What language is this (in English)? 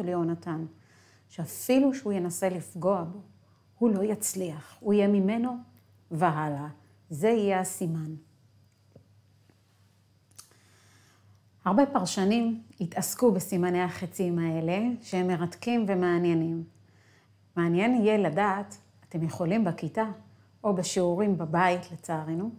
Hebrew